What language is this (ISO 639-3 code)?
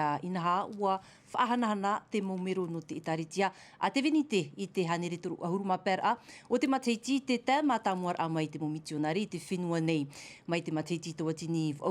tah